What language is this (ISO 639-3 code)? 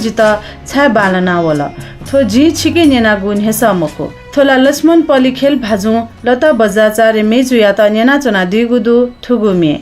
new